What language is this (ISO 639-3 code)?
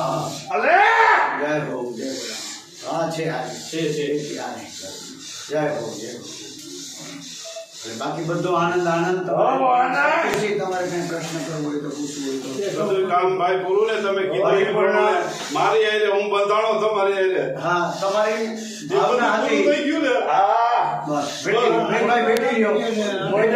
guj